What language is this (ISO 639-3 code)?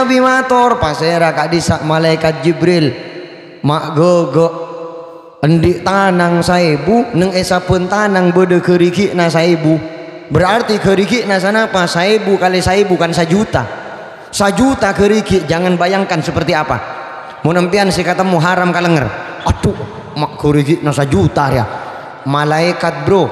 mad